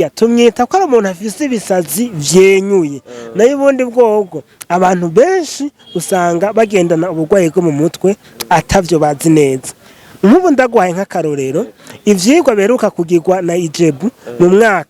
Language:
Rundi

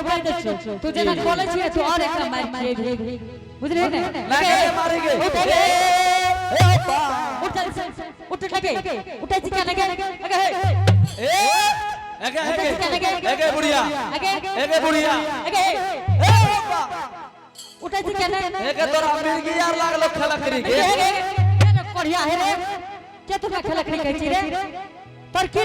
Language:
Angika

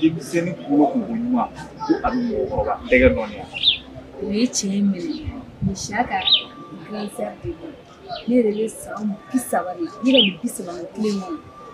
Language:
Bambara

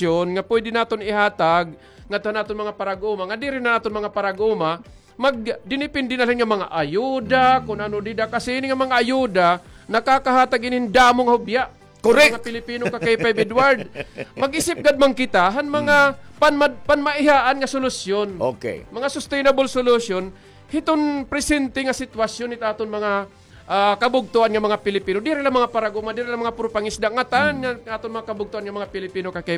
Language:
Waray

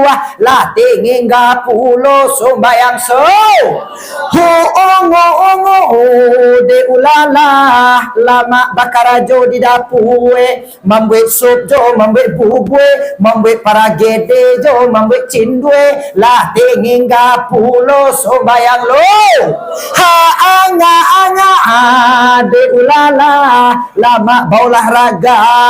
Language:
Minangkabau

